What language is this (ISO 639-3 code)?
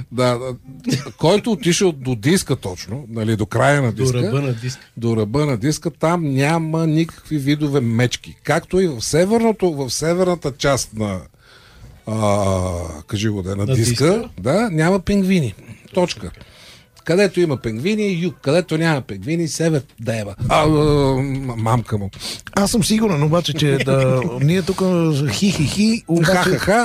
bul